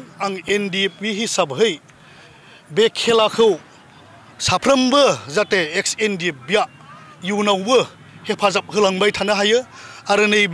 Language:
Bodo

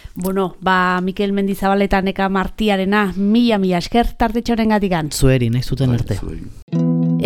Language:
Basque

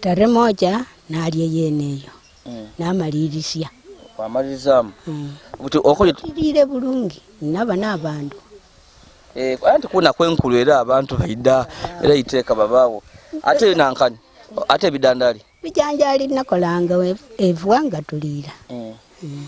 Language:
Ganda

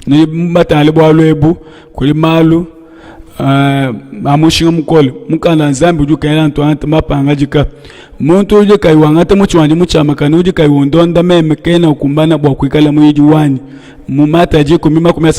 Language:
Luba-Lulua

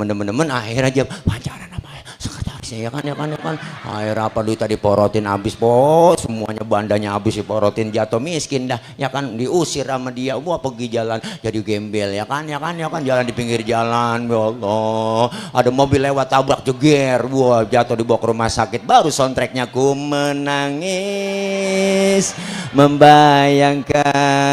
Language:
Betawi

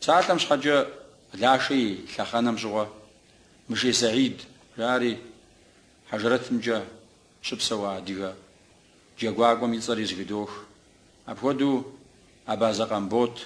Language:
Kabardian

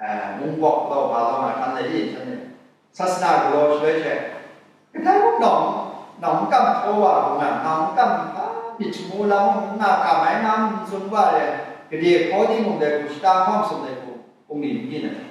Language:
Kachin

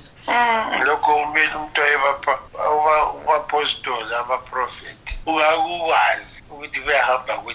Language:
North Ndebele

